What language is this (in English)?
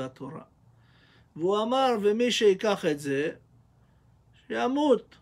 Hebrew